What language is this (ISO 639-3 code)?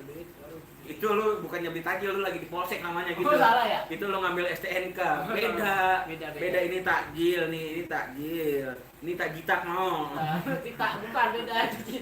bew